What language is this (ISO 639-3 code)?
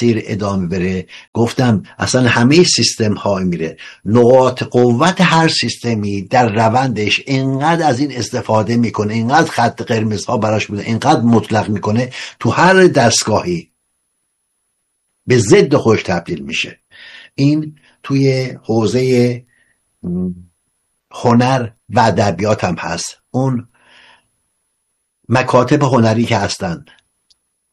fas